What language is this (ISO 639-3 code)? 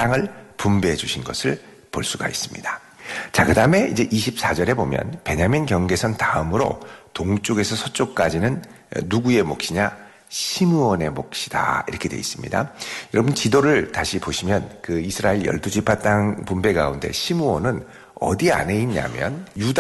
kor